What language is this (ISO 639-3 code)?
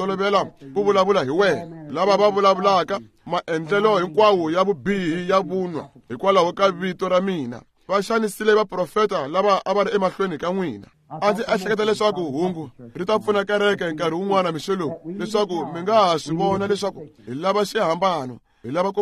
tso